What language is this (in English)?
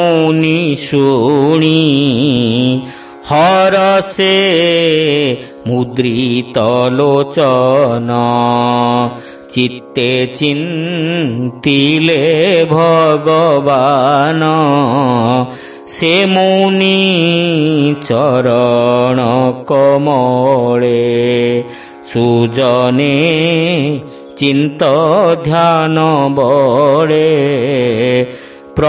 Odia